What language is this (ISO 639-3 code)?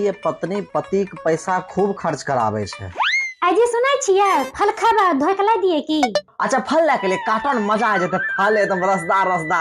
mai